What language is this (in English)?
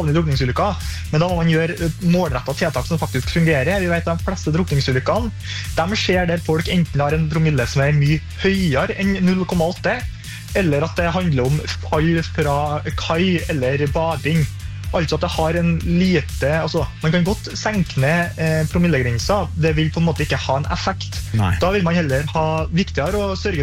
Norwegian